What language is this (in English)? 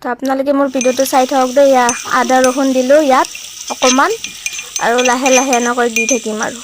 Assamese